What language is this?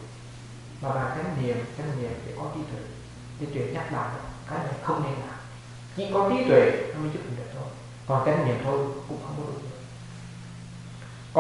Vietnamese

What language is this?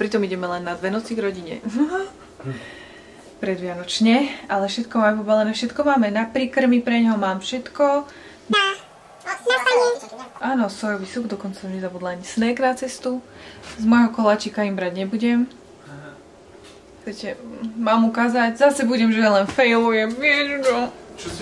Slovak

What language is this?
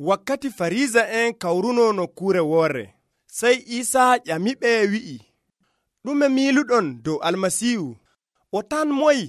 Nigerian Fulfulde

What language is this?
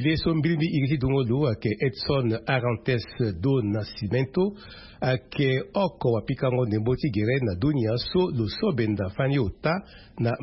Sango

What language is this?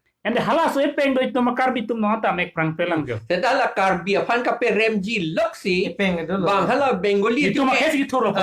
Karbi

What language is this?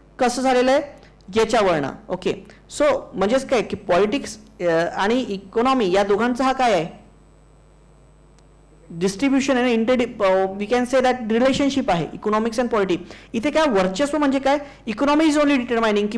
Marathi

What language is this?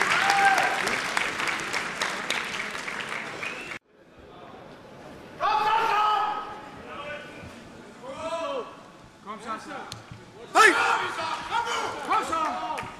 Danish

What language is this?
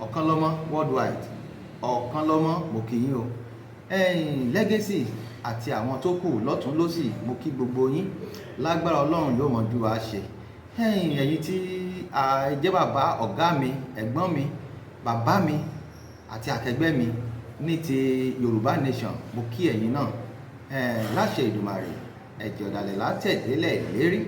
Yoruba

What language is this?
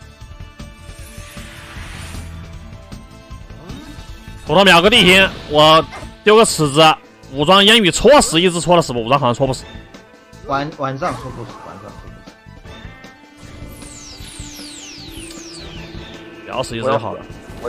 Chinese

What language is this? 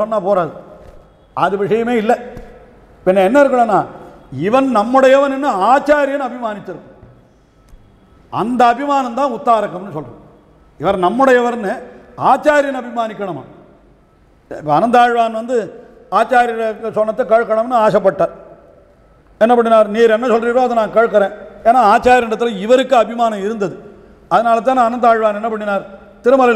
Tamil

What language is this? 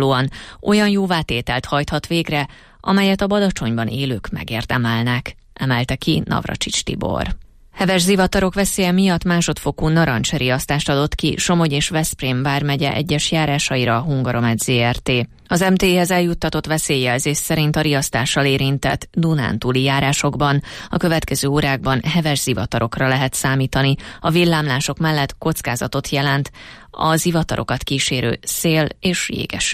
Hungarian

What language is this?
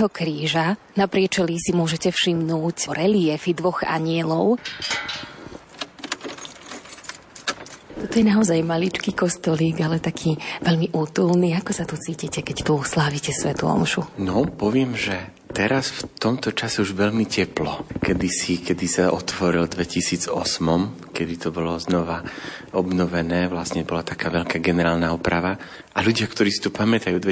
Slovak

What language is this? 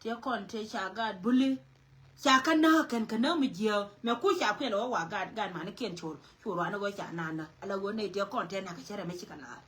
Nuer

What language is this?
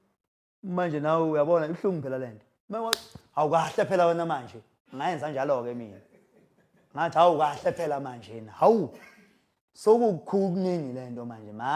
Zulu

